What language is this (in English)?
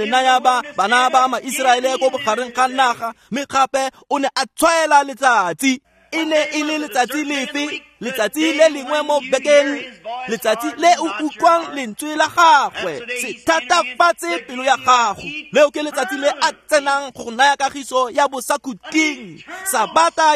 Tswana